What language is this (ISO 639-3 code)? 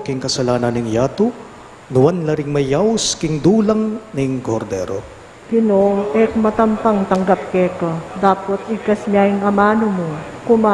pam